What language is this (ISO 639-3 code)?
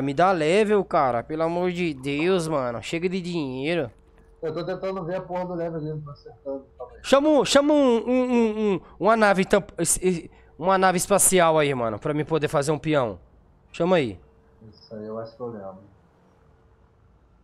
por